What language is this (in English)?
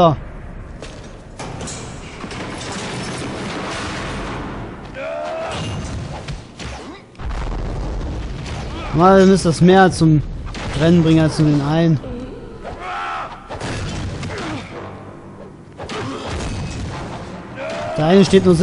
German